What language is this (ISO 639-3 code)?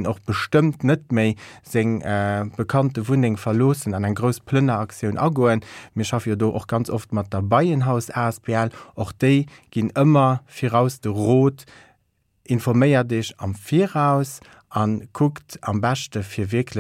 ltz